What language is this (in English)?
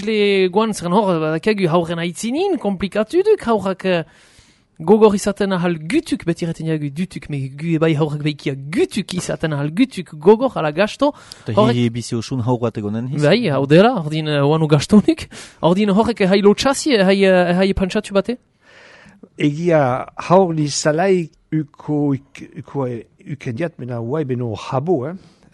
Basque